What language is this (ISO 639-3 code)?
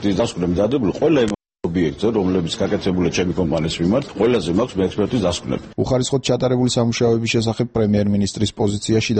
kat